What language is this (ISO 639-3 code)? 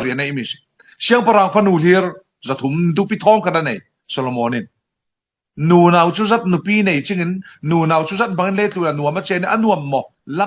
cfm